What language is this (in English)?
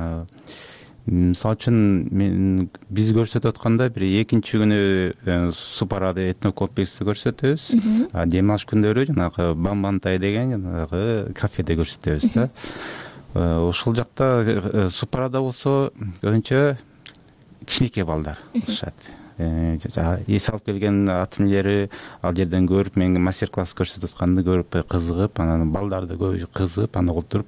Kyrgyz